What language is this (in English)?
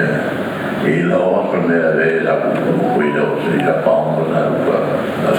Tetum